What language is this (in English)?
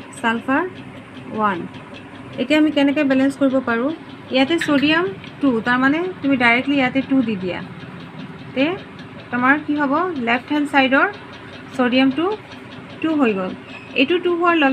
Assamese